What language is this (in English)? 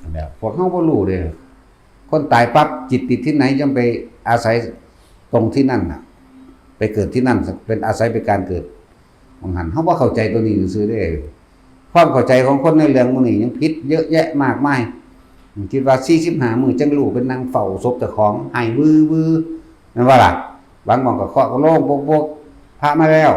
Northeastern Thai